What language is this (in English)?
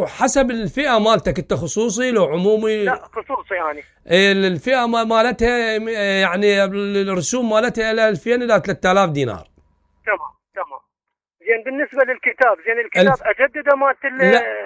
Mesopotamian Arabic